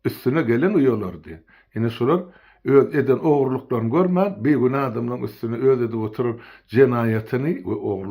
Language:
Turkmen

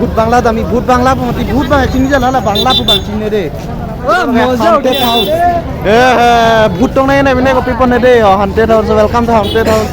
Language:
Karbi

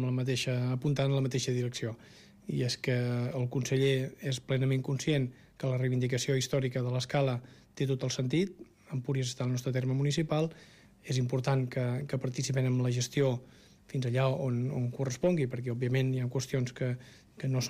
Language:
Catalan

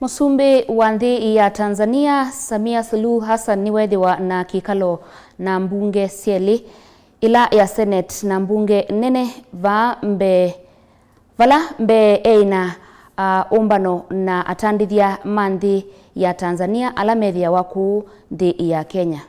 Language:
Kamba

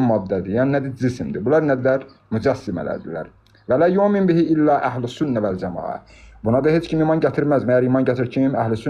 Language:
Azerbaijani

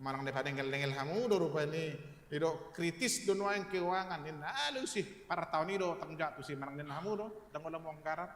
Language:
Batak Toba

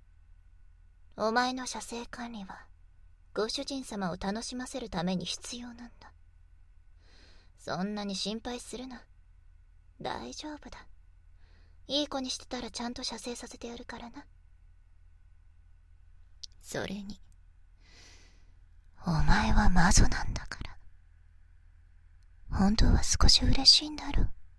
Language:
Japanese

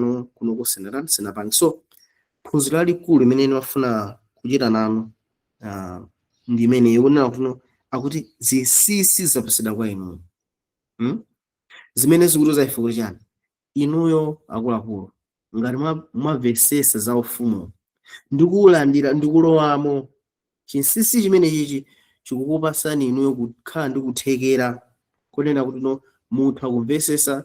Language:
Nyanja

